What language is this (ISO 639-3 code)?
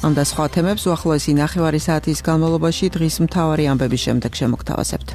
kat